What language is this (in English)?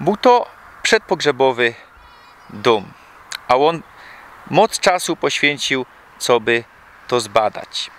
Silesian